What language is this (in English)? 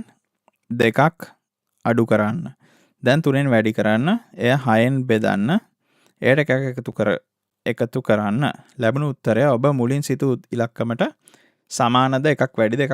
Sinhala